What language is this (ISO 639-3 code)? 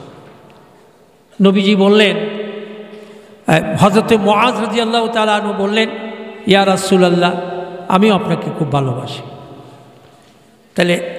ben